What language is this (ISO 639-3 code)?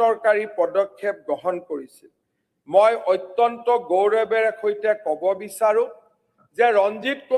asm